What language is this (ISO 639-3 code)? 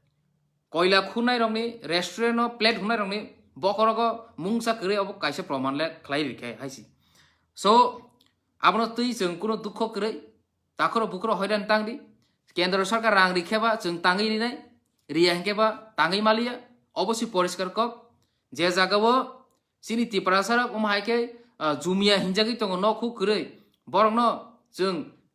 trp